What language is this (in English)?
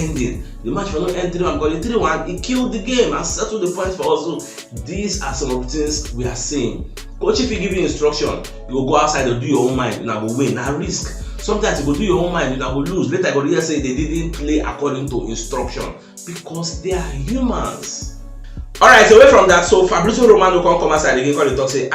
Nigerian Pidgin